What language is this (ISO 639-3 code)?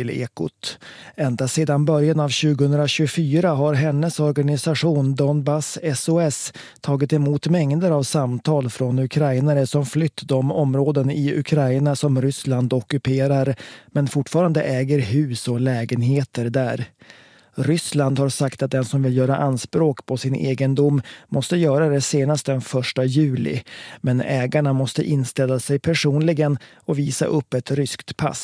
swe